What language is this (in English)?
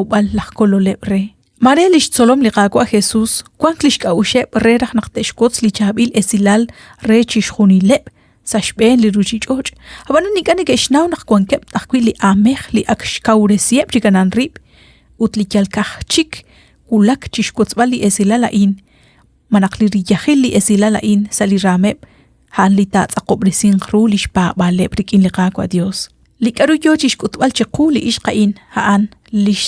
Kekchí